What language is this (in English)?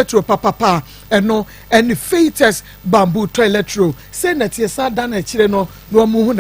Akan